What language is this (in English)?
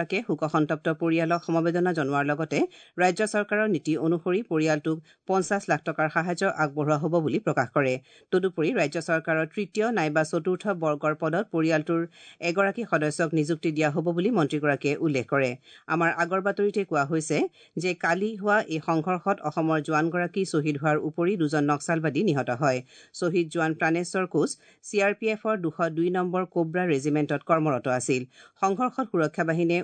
Assamese